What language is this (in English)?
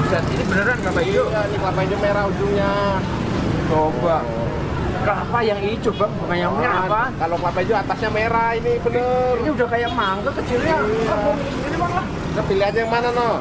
Betawi